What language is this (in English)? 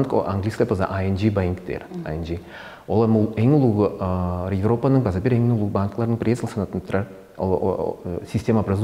Tuvinian